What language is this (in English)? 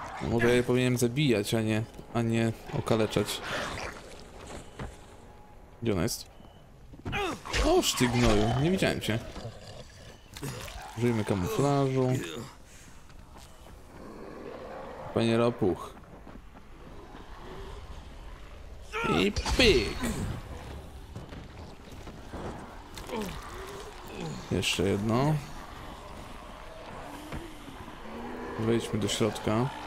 Polish